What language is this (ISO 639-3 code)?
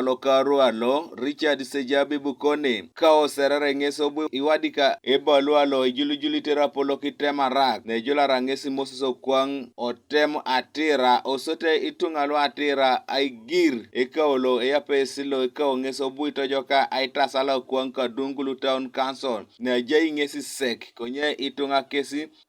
teo